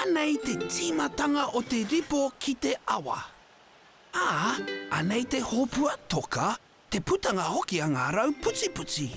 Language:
Māori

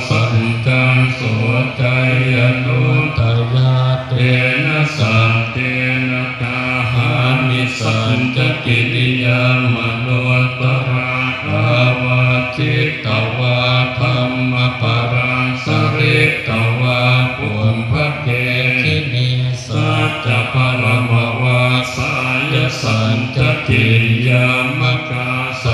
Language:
Pali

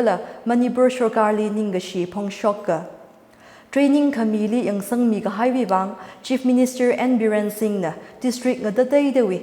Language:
Tangkhul Naga (India)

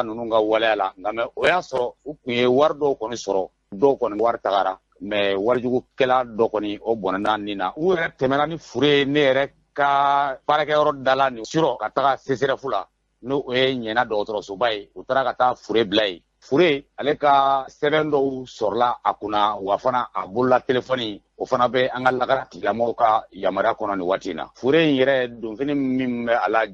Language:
Bambara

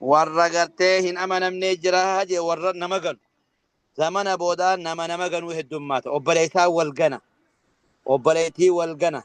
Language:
Oromo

